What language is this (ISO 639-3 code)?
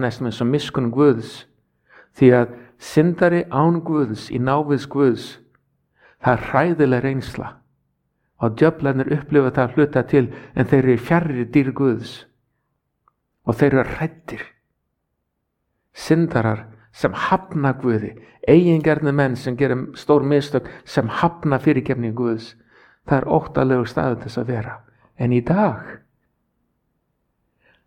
isl